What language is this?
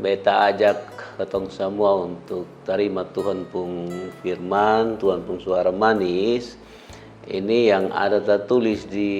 Kupang Malay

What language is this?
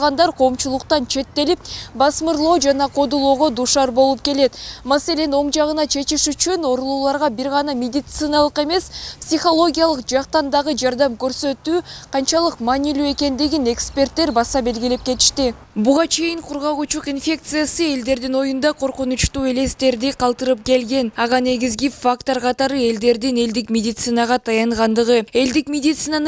Kyrgyz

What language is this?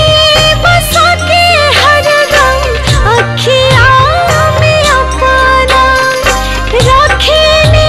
Bhojpuri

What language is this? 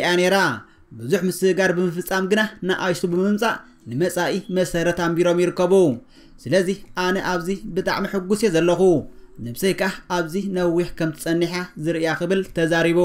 Tigrinya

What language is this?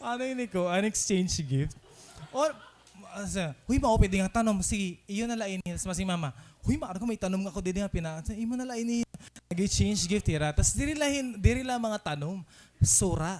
Waray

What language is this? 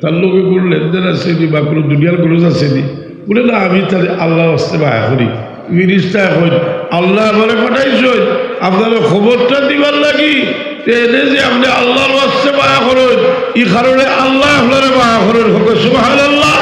Sylheti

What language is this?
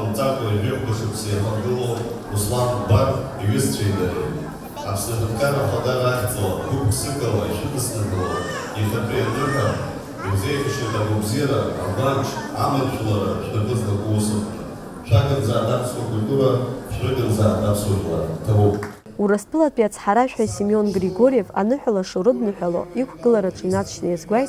Abkhazian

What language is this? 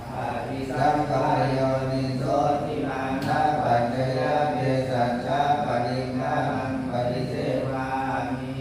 Pali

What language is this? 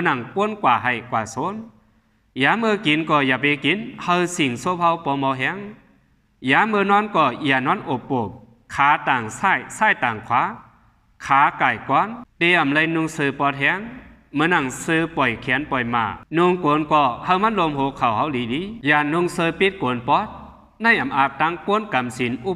Shan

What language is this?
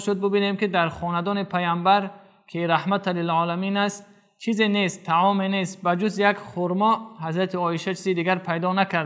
Tajik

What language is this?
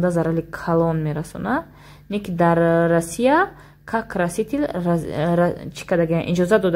Tajik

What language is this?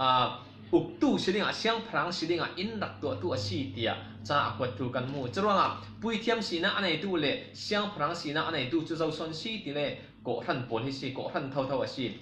Falam Chin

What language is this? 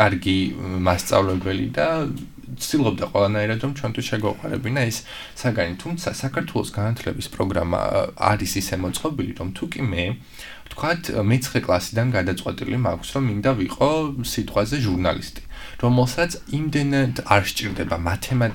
Georgian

